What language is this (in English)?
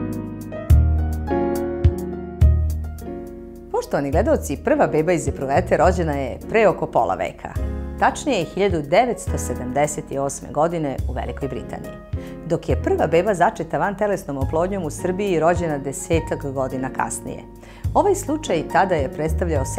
Serbian